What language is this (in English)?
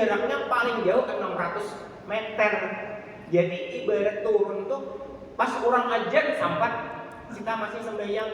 Banjar